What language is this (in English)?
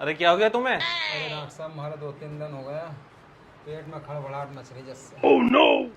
Rajasthani